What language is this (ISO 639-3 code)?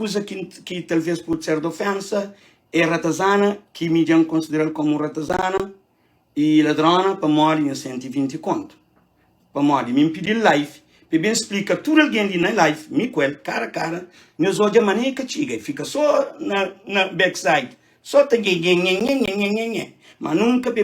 kea